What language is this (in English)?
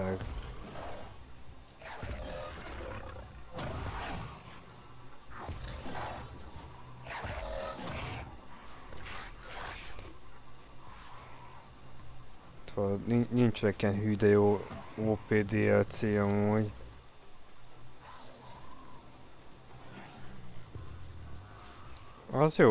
Hungarian